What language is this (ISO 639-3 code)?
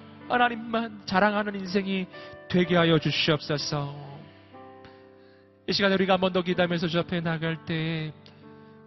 kor